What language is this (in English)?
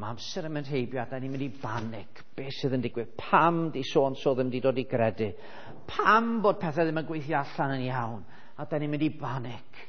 Welsh